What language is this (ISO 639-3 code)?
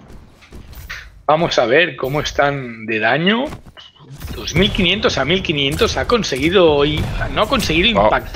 spa